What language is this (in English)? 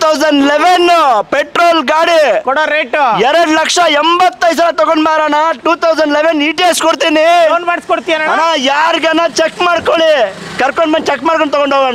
Kannada